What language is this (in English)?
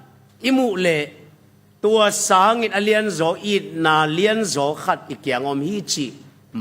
Tedim Chin